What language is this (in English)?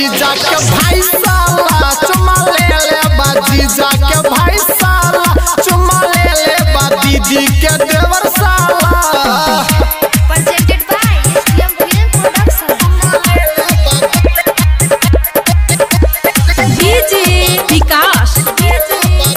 Bhojpuri